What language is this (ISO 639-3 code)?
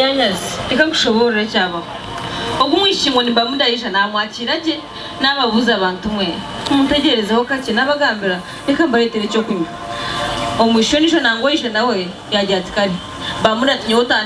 nyn